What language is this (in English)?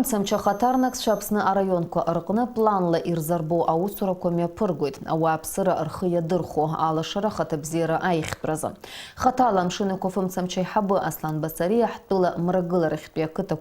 Abkhazian